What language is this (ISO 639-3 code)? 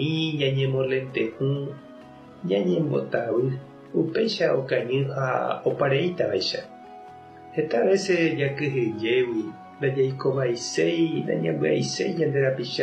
grn